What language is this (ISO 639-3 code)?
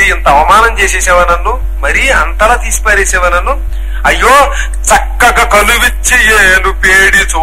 tel